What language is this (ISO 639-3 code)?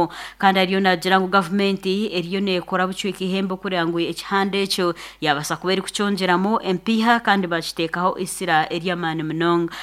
nyn